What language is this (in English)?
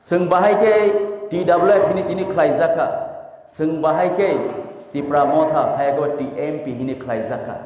Kok Borok